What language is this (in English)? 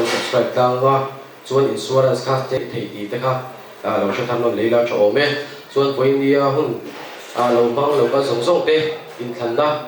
Mizo